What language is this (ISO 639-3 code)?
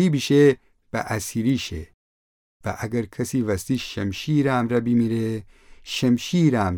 glk